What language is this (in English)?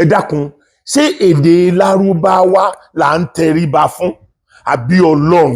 Yoruba